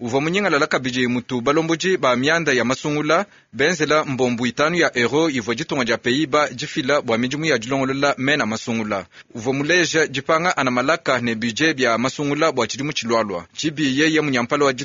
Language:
Luba-Lulua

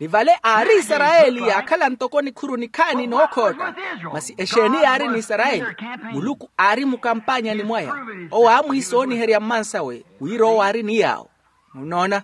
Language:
Makhuwa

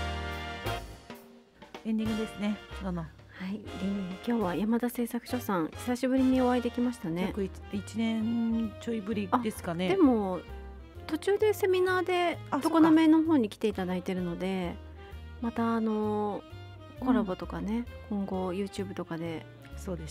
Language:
Japanese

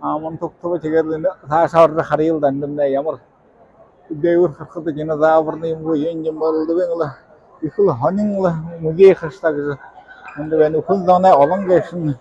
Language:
Buriat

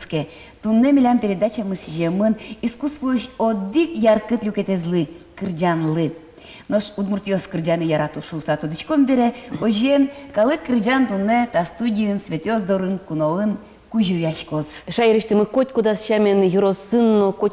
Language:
Udmurt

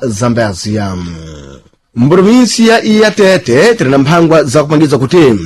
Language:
Sena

